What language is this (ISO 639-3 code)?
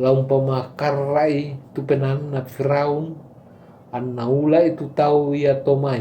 sda